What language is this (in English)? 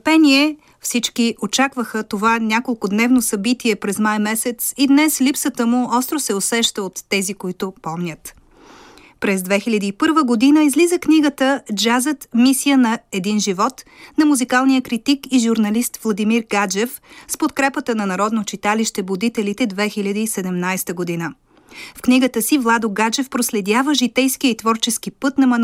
Bulgarian